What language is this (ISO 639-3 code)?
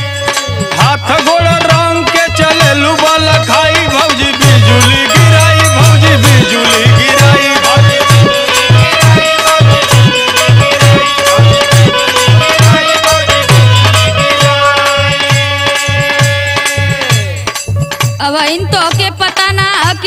bho